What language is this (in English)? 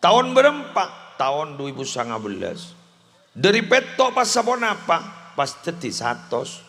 Madurese